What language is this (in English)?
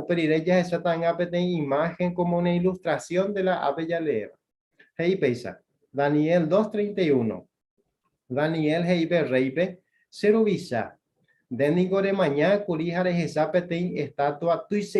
Guarani